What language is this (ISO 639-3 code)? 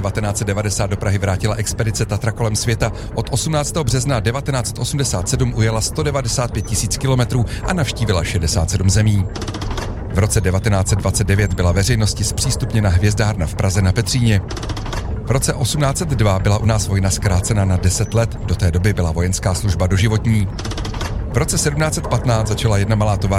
ces